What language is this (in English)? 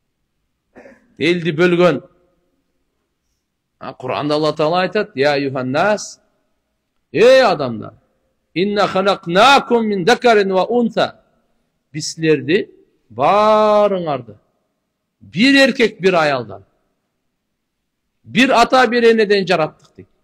Kyrgyz